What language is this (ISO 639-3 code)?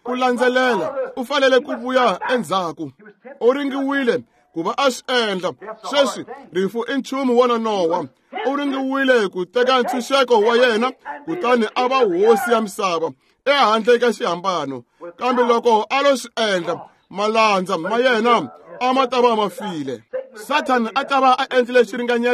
tso